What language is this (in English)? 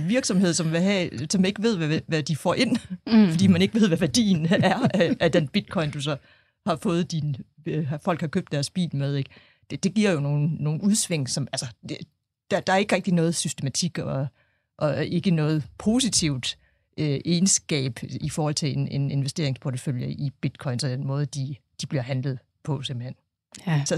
Danish